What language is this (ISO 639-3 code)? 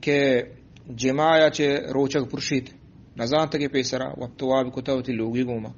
bgp